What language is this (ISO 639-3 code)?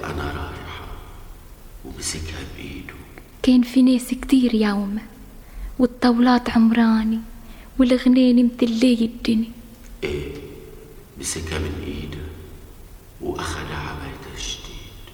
apc